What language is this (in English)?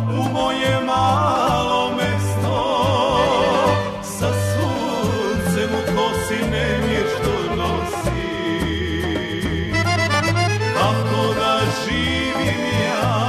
Serbian